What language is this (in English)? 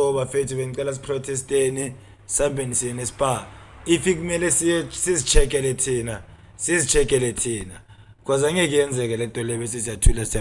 Zulu